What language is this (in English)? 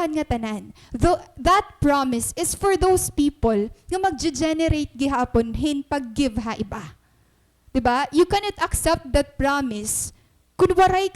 Waray